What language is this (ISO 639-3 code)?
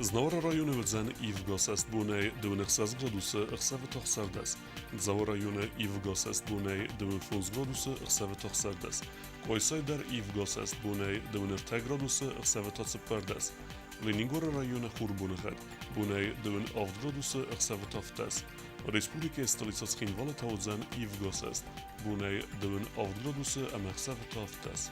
oss